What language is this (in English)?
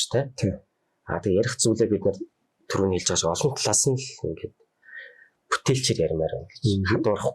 Mongolian